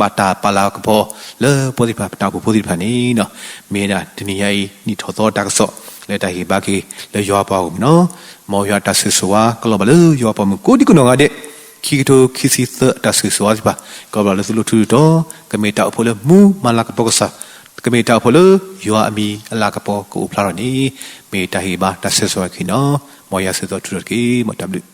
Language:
S'gaw Karen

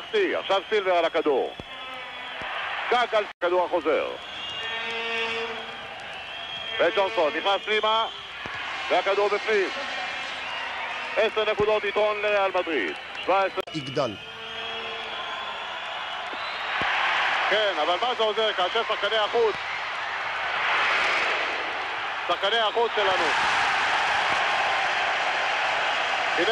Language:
Hebrew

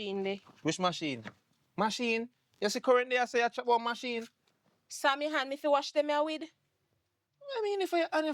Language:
Jamaican Creole English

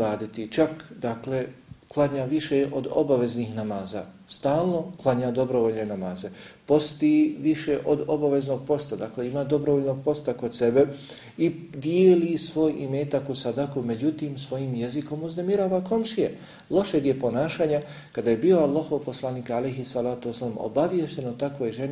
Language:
Bosnian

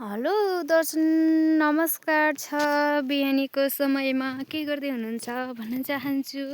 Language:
Nepali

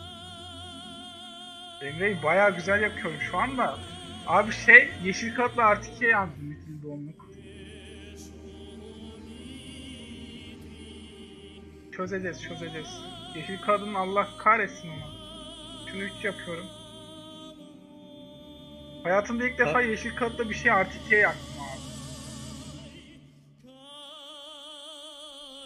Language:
Turkish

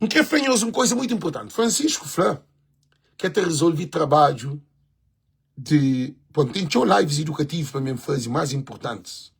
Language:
Kabuverdianu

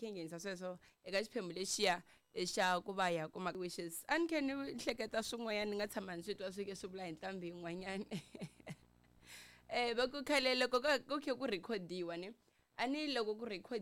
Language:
Tsonga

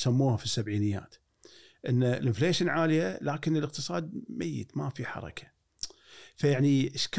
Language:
Gulf Arabic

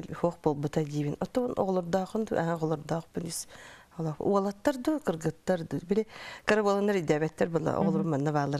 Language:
Yakut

